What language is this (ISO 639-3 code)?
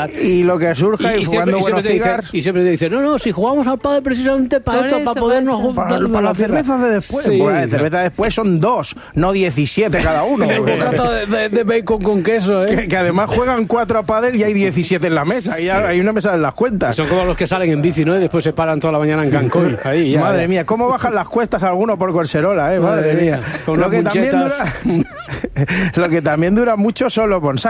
spa